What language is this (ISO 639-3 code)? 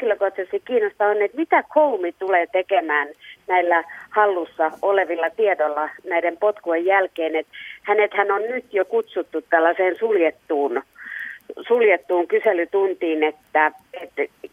fin